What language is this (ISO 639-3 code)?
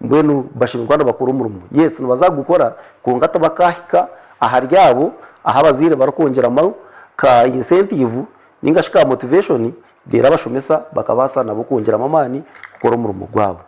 nyn